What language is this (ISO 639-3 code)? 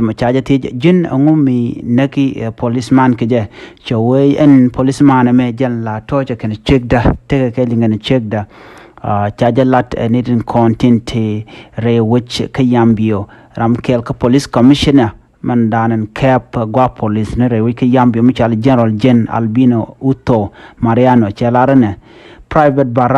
nus